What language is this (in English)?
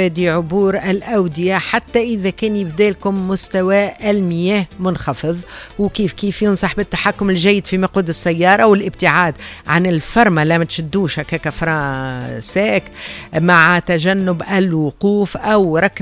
Tunisian Arabic